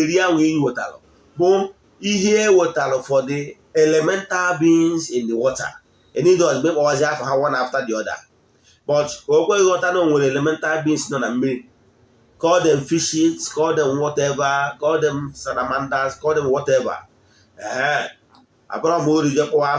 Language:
Igbo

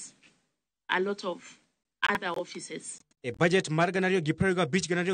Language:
Luo (Kenya and Tanzania)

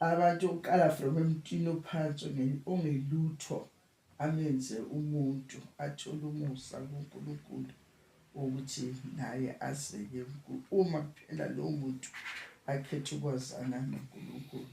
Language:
Zulu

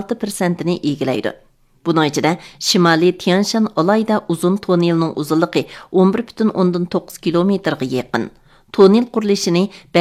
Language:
Uyghur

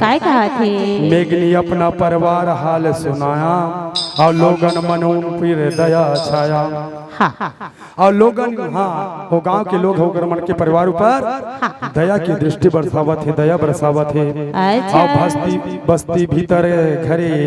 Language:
Chhattisgarhi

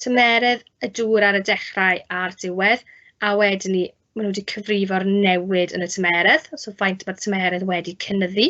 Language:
Welsh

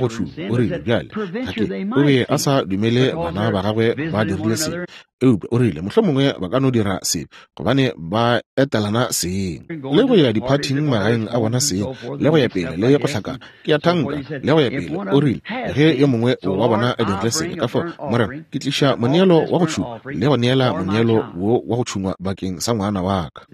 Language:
Northern Sotho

